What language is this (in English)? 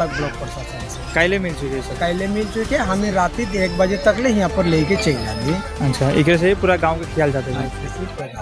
Sadri